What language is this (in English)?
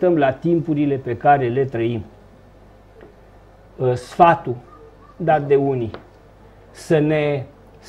Romanian